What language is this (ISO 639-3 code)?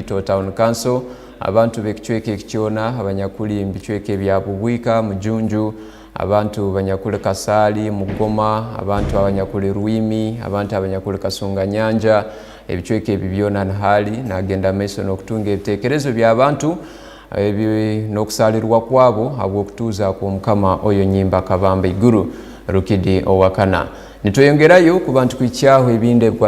ttj